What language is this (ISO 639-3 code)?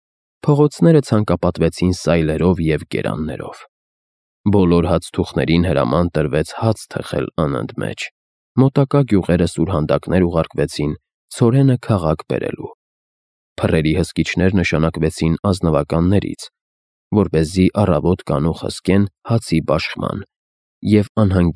hye